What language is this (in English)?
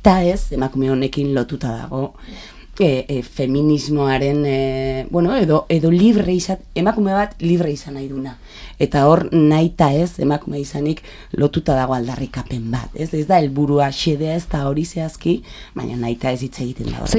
Basque